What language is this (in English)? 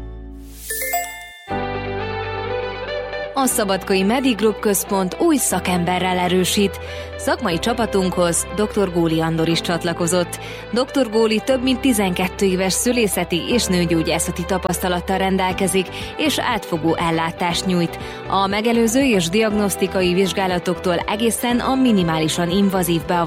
Hungarian